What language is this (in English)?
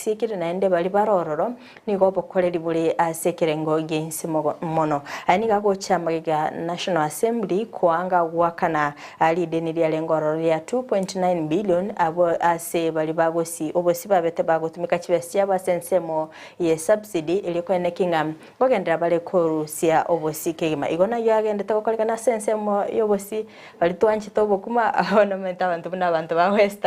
Gusii